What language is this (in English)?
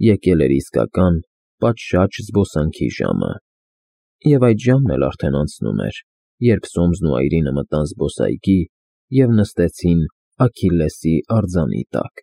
Armenian